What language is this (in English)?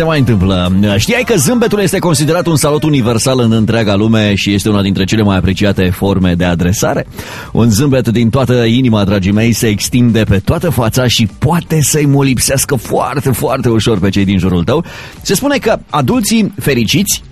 Romanian